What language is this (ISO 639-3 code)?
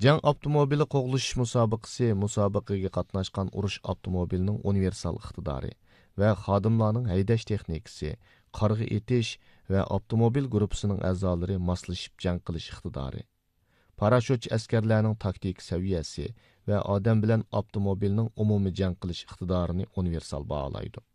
uig